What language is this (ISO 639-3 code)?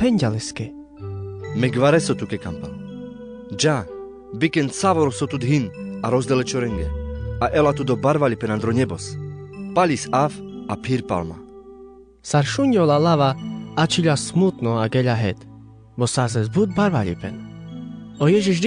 rmc